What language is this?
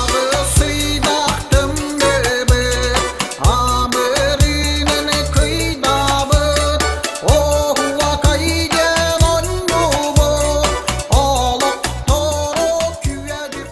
Yakut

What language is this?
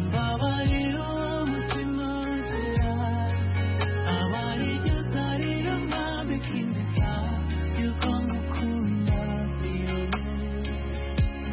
Kinyarwanda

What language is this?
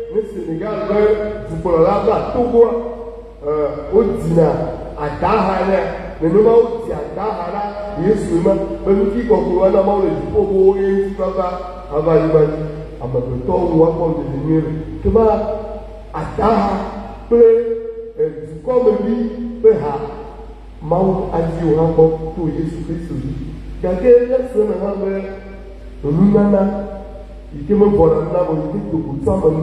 Ewe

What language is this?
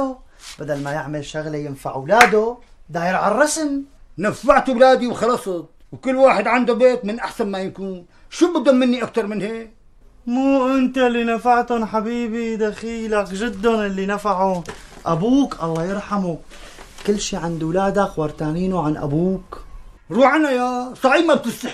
North Levantine Arabic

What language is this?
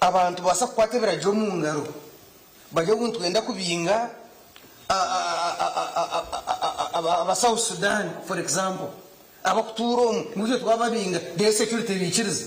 Nyankole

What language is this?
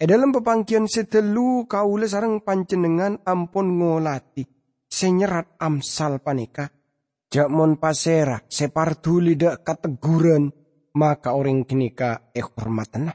Madurese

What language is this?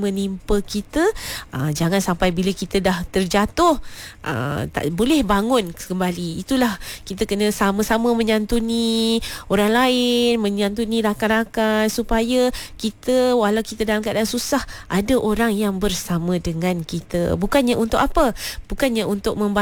Malay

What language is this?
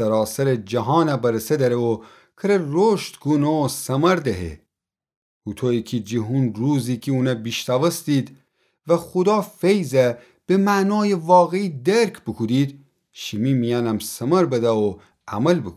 Gilaki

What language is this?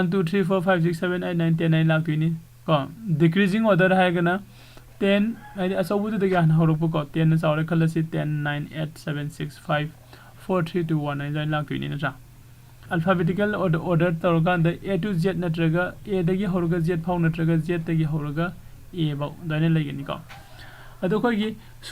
Manipuri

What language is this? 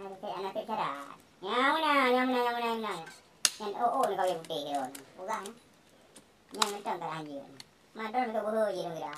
Achinese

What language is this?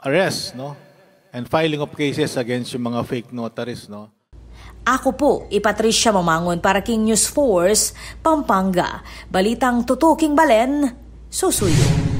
Pampanga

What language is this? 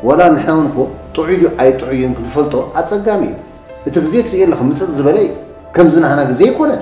Tigrinya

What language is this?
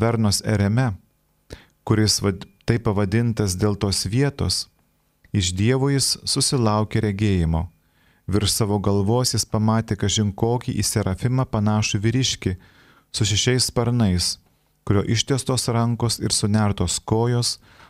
Lithuanian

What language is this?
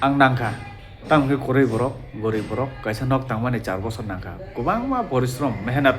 Kok Borok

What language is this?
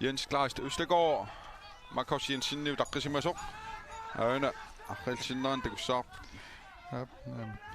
Kalaallisut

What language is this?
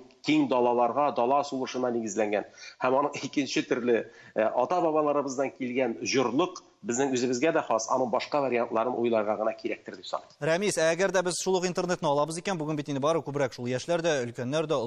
Tatar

